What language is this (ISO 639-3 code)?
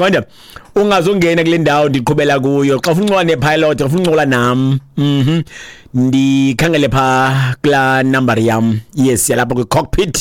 xho